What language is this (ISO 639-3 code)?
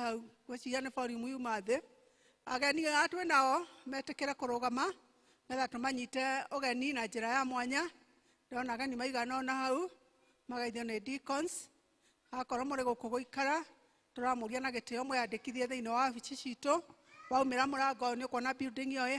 kik